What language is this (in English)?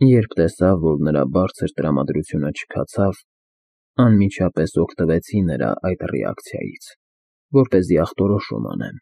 Armenian